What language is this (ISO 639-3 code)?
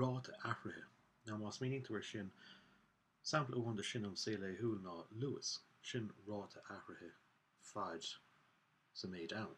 gle